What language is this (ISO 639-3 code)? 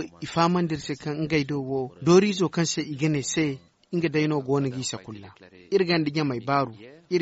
dje